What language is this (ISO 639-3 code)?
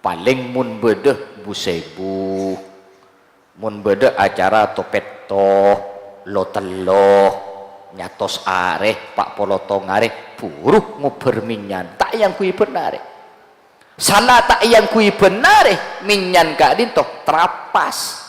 mad